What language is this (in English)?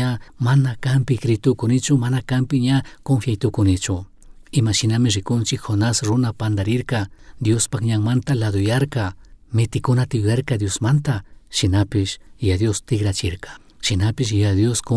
Chimborazo Highland Quichua